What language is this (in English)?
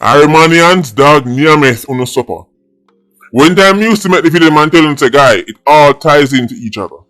Jamaican Creole English